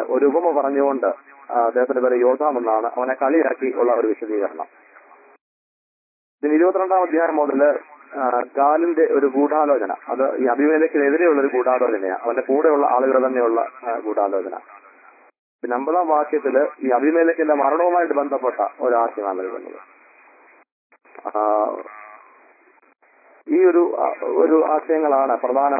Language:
Malayalam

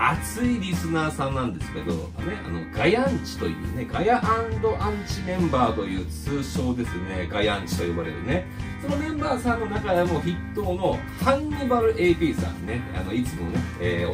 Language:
Japanese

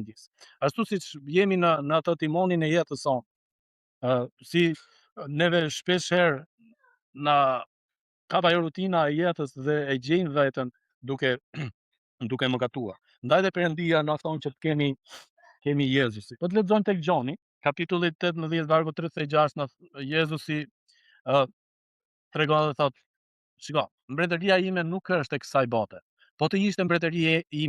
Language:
Albanian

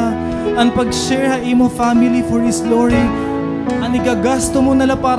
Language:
Waray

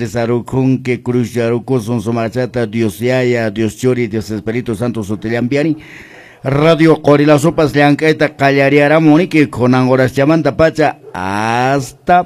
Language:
Quechua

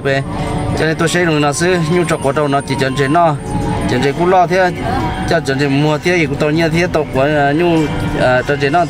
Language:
Hmong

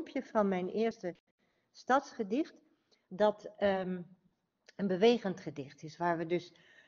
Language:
Dutch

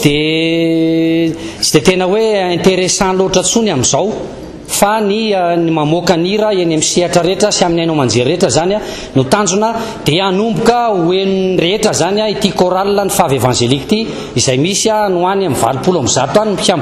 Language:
Malagasy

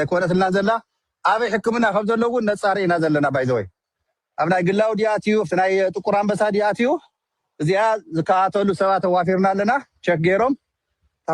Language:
Tigrinya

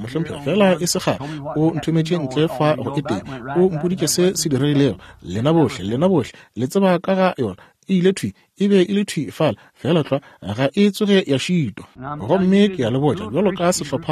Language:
Northern Sotho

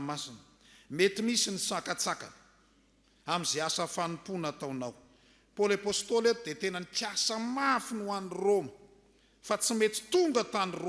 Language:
Malagasy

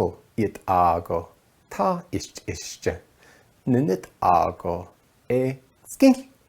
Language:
Navajo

